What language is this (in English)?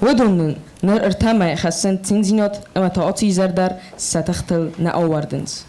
Ossetic